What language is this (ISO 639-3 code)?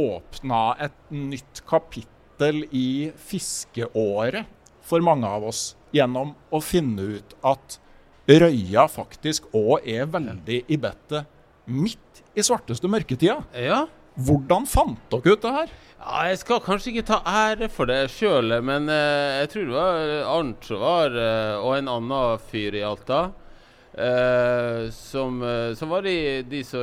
nor